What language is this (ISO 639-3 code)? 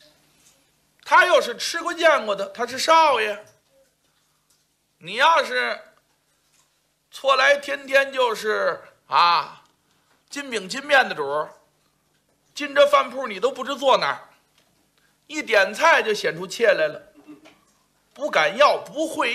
zho